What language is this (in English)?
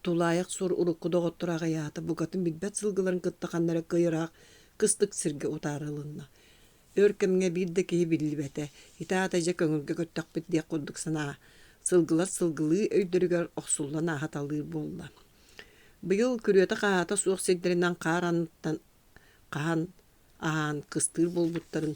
Yakut